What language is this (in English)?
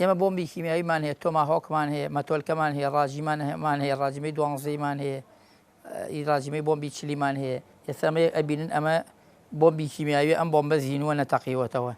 Central Kurdish